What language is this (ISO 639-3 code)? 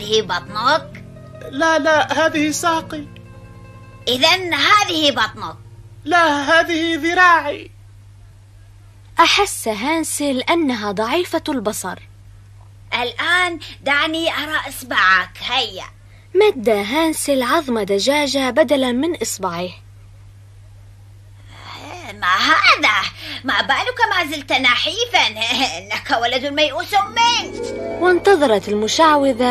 ara